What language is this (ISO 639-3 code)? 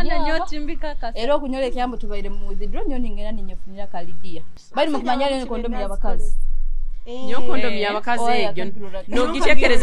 nyo